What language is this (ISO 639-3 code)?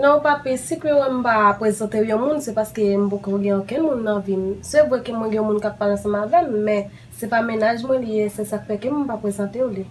hat